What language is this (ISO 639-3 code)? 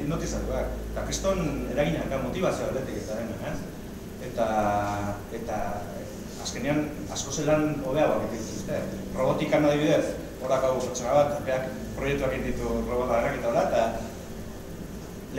eus